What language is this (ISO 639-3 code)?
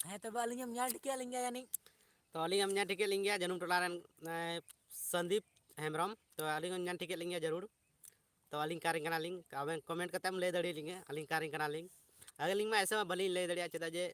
sat